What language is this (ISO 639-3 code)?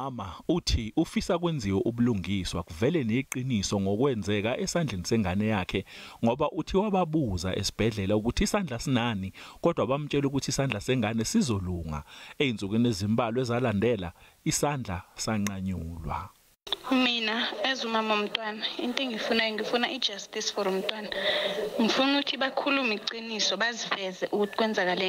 zul